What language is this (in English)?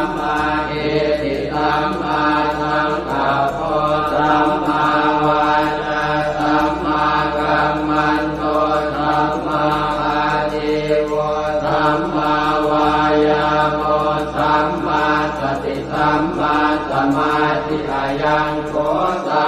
Pali